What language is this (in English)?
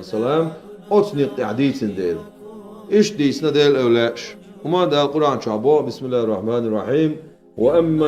Chechen